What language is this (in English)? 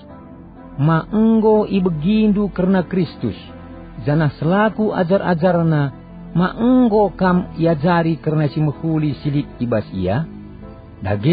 Batak Karo